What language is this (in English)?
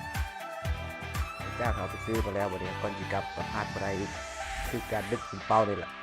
Lao